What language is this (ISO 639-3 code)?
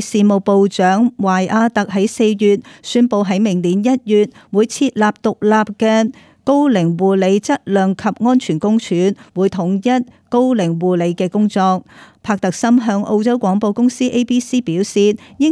yue